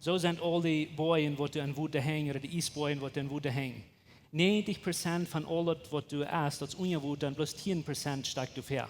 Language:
Plautdietsch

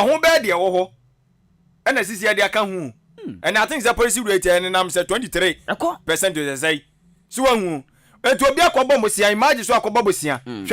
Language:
Akan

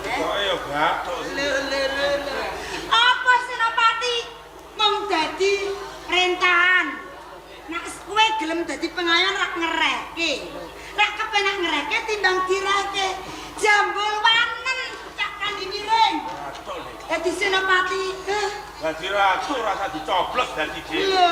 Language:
Javanese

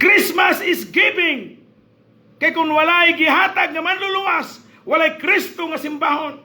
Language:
Cebuano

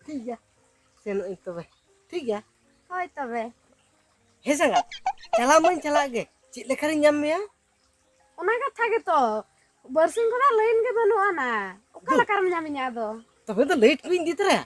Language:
Santali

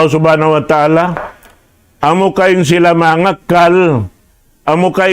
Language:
Tausug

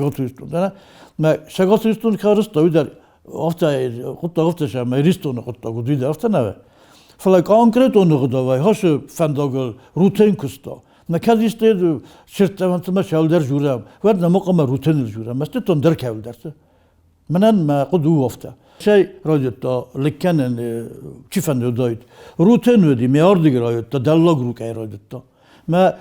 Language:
Ossetic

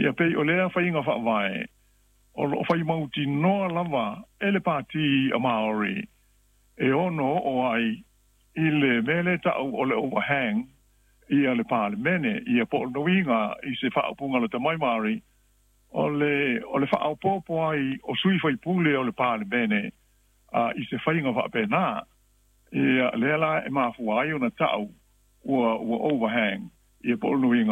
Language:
Samoan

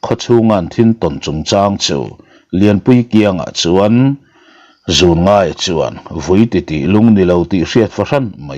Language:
Mizo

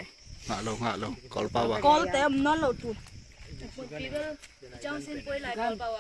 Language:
Tedim Chin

